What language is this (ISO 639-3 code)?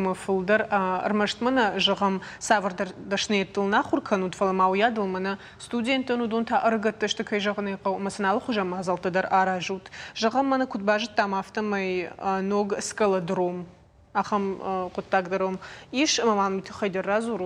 oss